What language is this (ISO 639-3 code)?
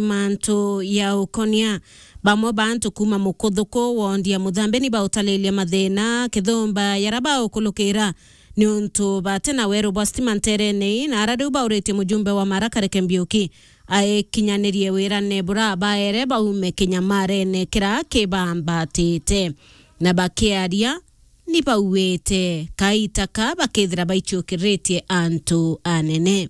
mer